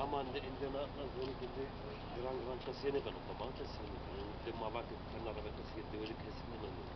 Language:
Zaza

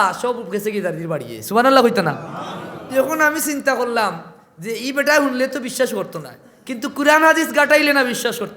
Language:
Sylheti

